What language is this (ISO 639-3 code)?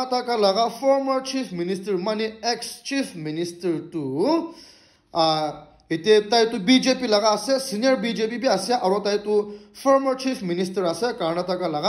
nag